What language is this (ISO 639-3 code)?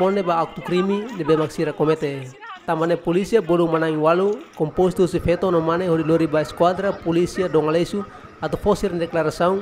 tet